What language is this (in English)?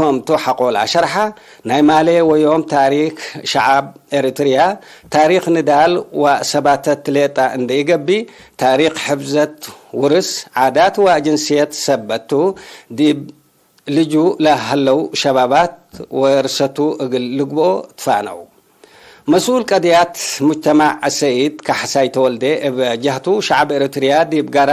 Tigre